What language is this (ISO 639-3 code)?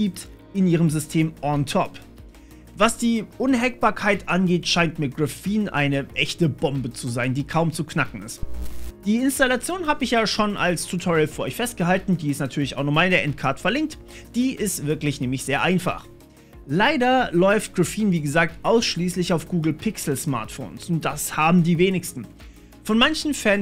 deu